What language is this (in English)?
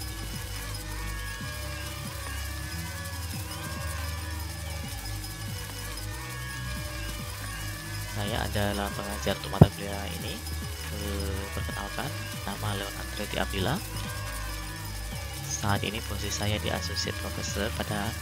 Indonesian